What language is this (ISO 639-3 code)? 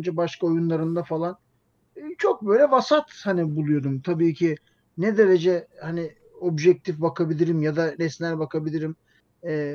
tur